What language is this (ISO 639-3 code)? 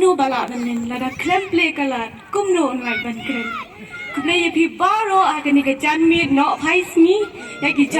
kha